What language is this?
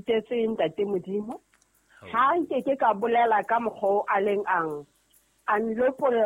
Southern Sotho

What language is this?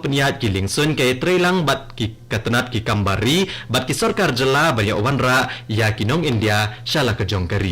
Khasi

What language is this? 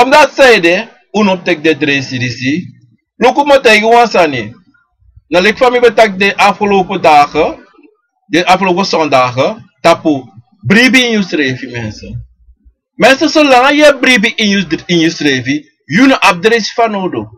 Sranan Tongo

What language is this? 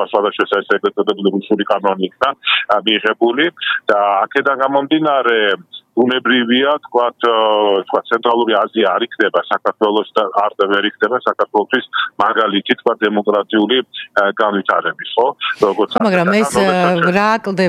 Georgian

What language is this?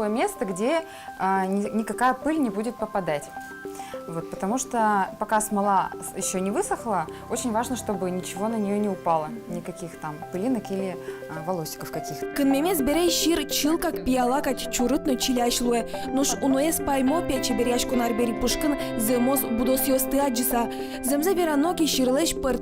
Udmurt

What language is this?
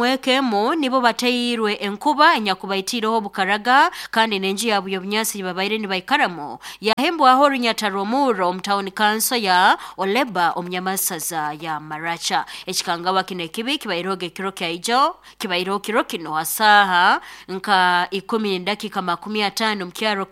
Nyoro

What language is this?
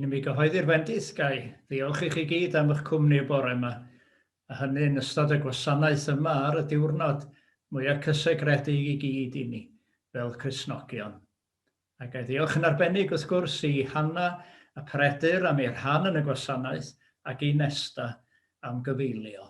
Welsh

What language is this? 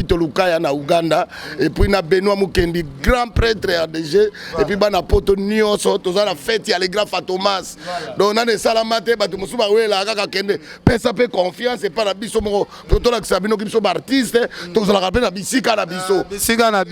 Lingala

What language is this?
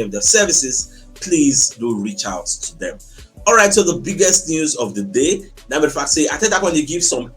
Nigerian Pidgin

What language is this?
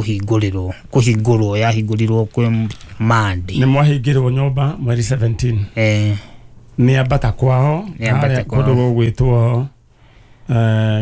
Kikuyu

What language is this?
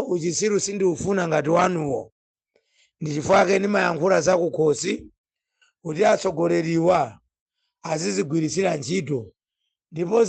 Nyanja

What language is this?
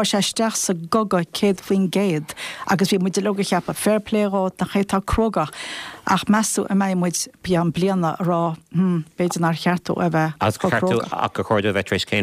Irish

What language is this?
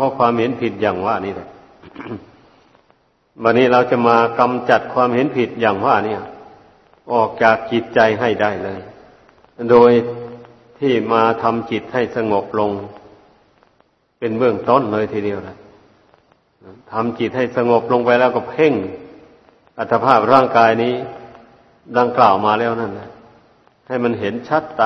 Thai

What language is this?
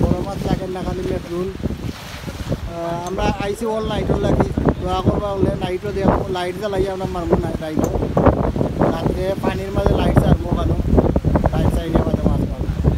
Sylheti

